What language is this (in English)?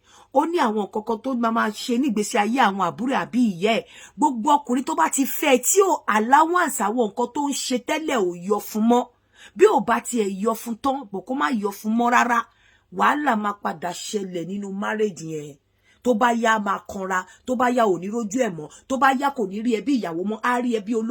Yoruba